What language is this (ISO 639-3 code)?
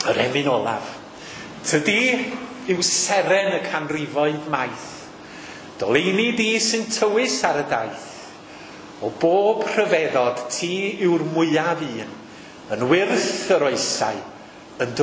cym